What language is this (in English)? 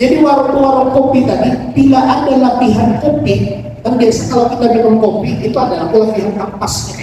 Banjar